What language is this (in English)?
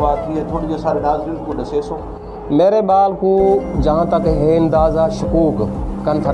Saraiki